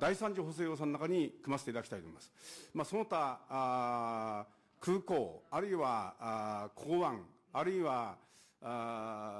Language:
Japanese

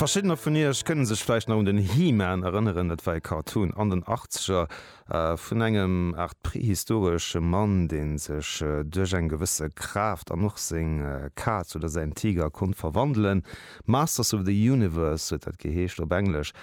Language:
Luxembourgish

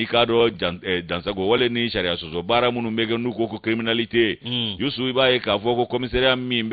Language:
Bambara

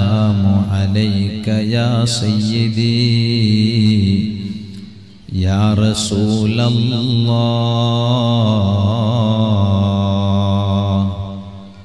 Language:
Malayalam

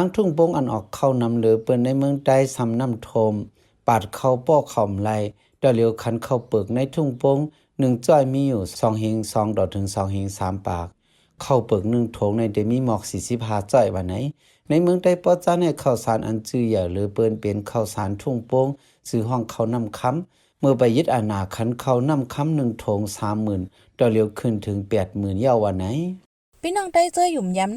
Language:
Shan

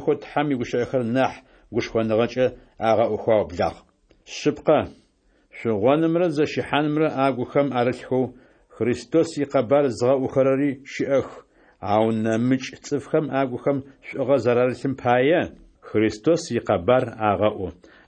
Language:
Adyghe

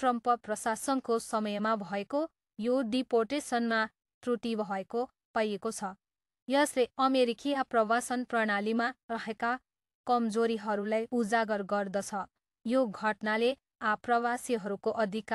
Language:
Nepali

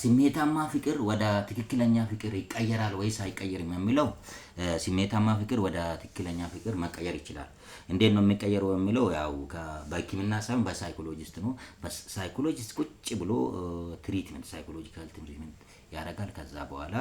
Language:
Amharic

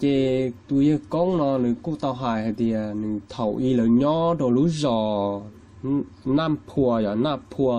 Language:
Hmong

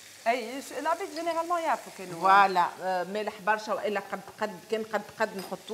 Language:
Tunisian Arabic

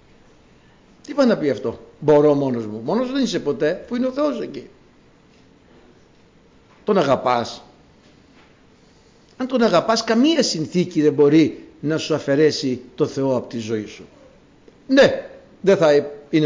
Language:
Greek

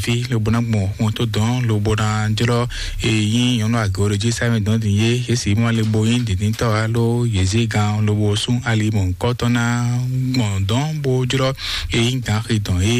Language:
Fon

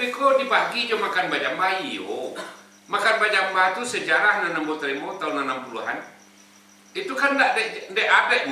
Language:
Minangkabau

